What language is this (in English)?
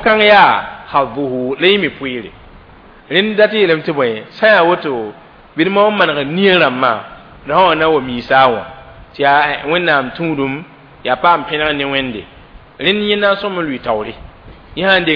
Mossi